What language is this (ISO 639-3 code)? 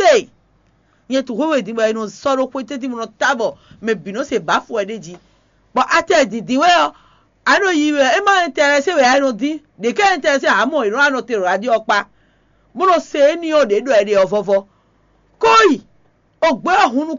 fon